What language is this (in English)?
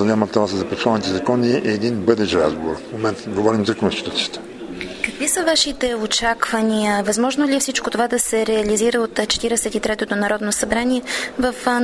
Bulgarian